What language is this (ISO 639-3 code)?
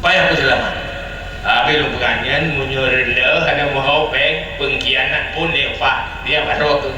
ace